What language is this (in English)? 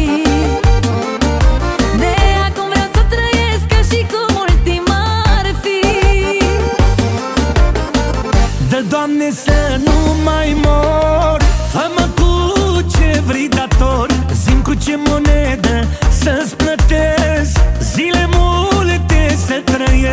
Romanian